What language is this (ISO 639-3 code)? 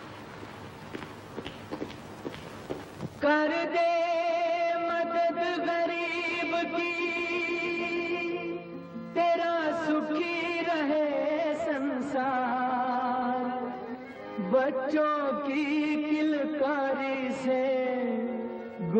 ron